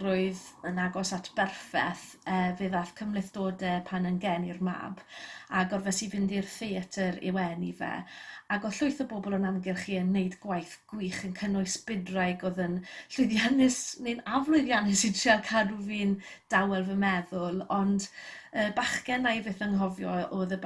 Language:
Welsh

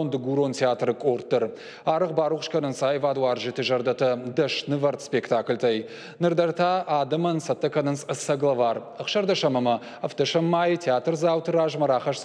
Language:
Ossetic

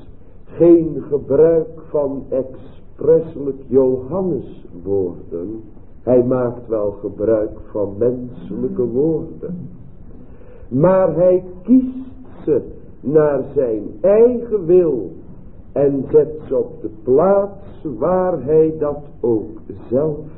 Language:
Dutch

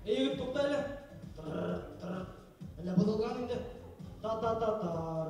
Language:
Bashkir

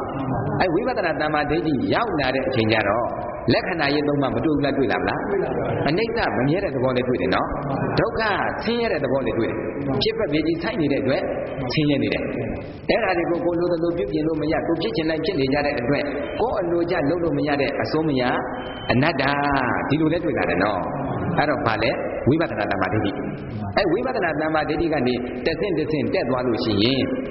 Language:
Burmese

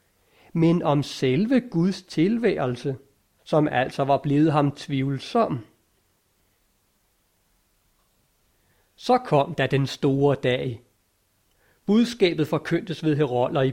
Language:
Danish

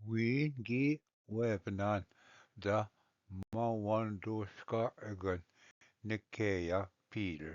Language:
Ojibwa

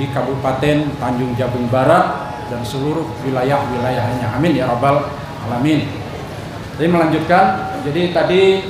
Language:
Banjar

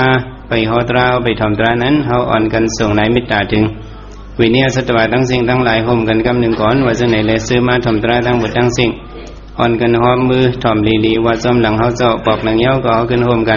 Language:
Shan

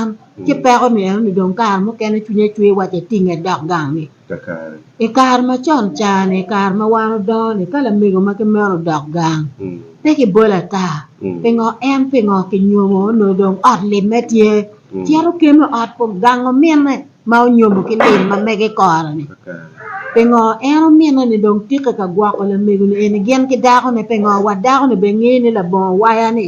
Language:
Acoli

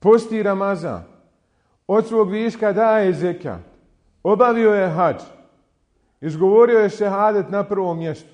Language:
Bosnian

